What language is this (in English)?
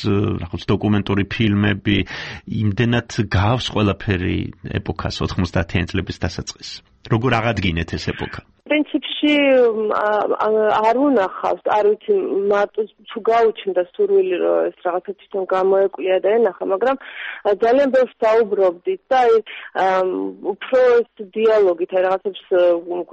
Georgian